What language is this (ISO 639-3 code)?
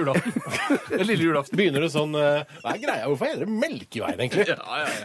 nor